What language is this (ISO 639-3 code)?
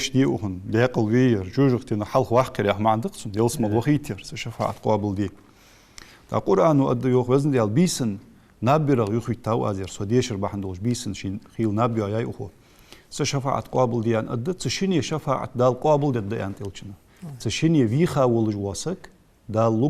inh